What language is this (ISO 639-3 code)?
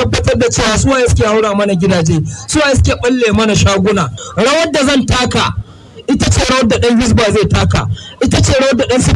hau